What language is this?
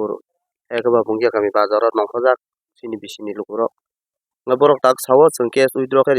Kok Borok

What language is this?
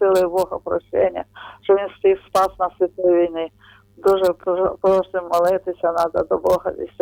Ukrainian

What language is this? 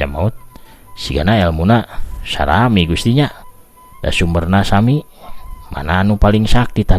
Sundanese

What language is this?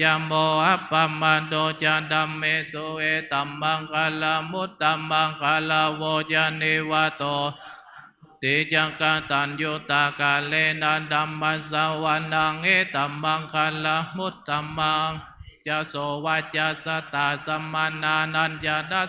Pali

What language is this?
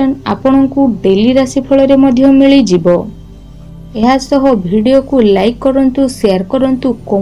Odia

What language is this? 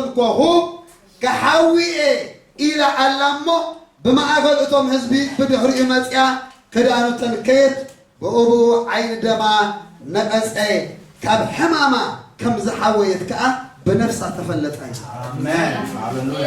Tigrinya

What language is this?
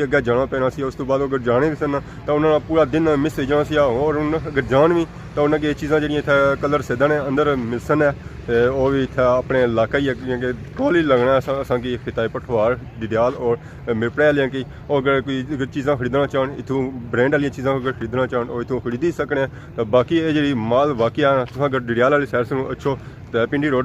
Pahari-Potwari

